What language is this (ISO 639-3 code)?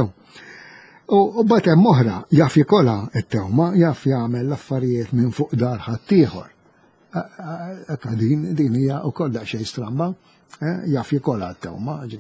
mlt